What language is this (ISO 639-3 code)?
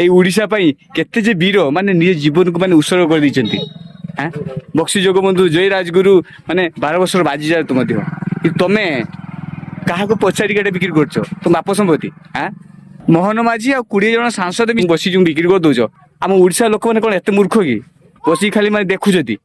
ori